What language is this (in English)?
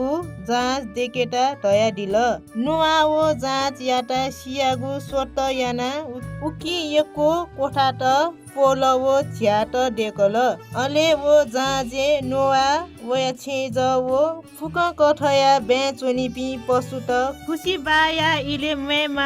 Newari